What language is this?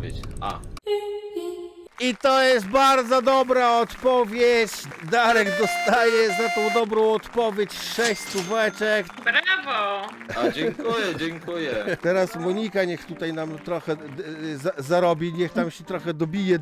Polish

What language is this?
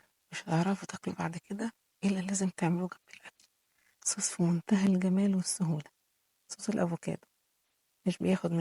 Egyptian Arabic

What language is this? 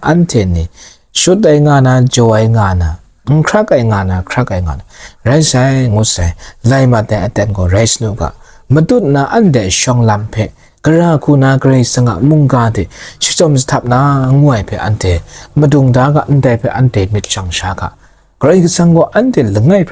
Kachin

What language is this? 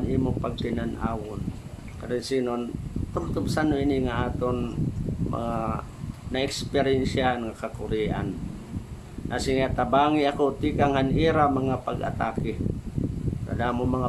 Waray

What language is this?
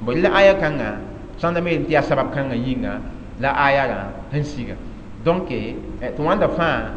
Mossi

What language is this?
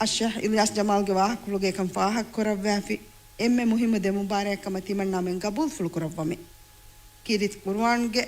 Divehi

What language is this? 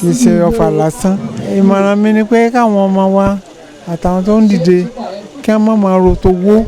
Yoruba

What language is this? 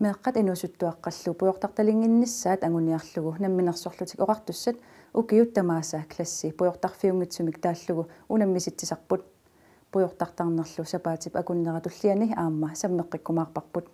Kalaallisut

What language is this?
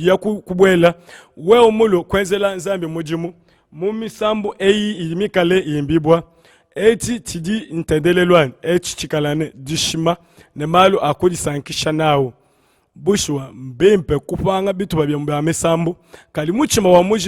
Luba-Lulua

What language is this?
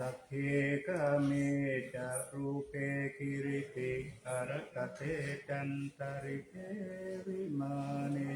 Pali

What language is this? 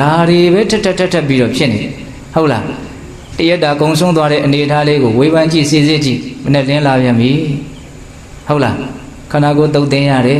Burmese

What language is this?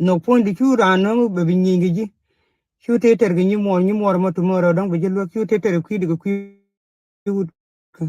Nuer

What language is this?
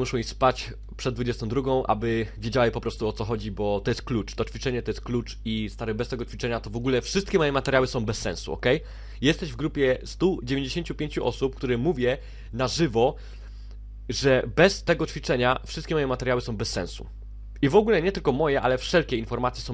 Polish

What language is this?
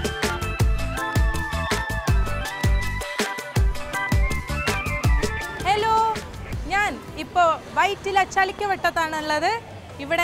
Malayalam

